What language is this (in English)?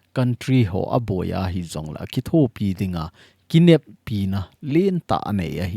Thado Chin